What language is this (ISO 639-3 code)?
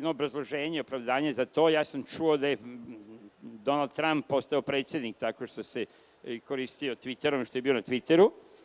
srp